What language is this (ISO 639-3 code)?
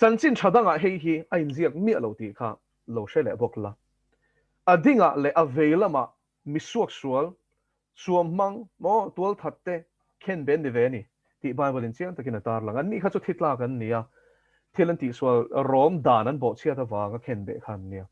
lus